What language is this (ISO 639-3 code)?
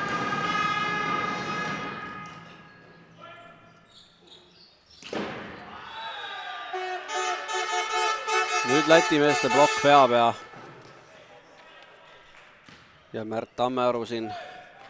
est